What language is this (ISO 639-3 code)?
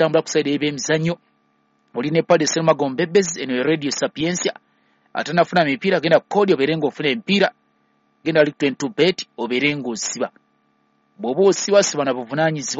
lug